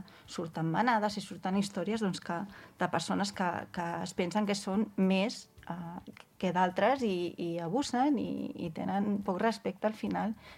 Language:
Catalan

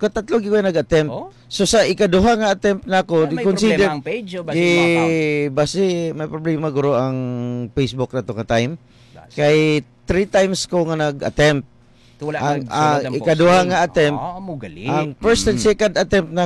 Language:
Hiligaynon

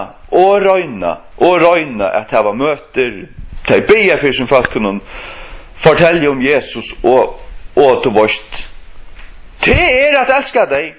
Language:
Faroese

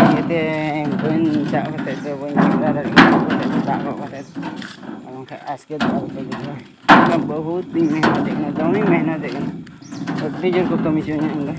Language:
Santali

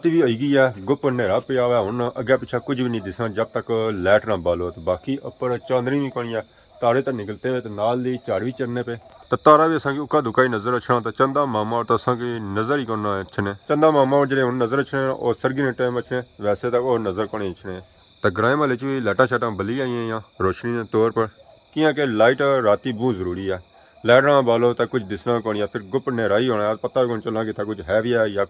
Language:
Pahari-Potwari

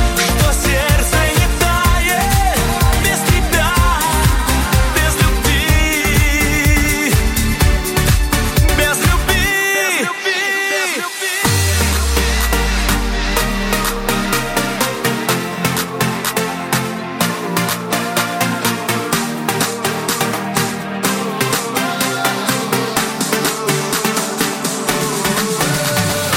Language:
Russian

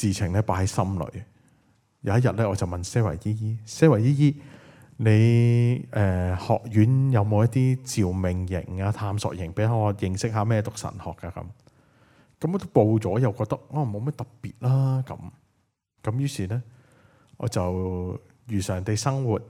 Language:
Cantonese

